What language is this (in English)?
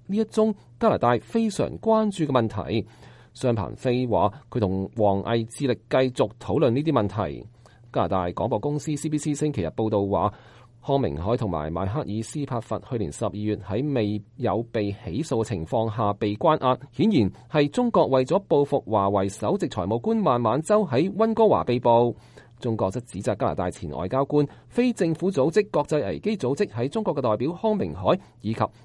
Cantonese